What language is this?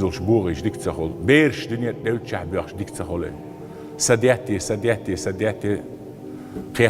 Chechen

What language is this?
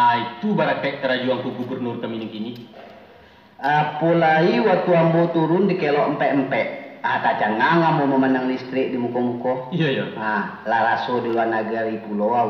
Minangkabau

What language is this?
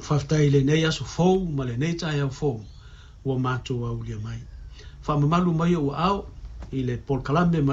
Samoan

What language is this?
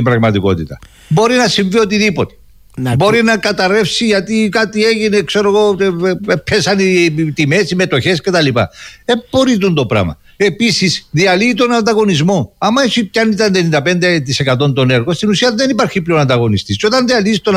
Greek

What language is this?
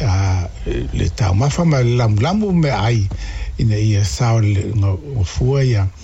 Samoan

